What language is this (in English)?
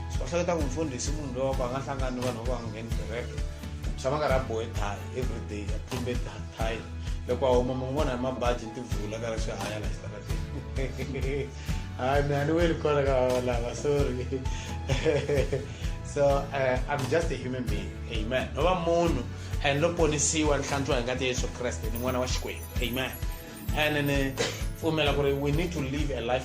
Tsonga